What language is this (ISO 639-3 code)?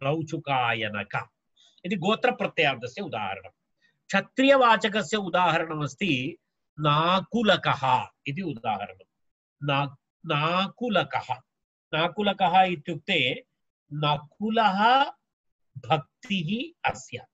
san